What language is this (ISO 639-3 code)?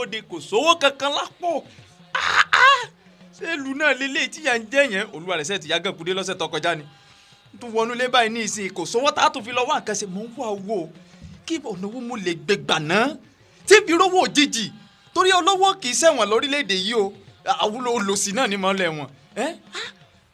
yor